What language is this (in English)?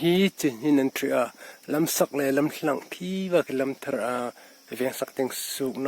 Hmar